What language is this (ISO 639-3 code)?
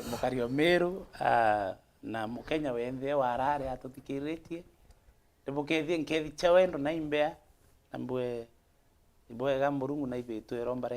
mer